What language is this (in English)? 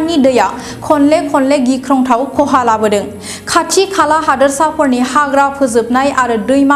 Bodo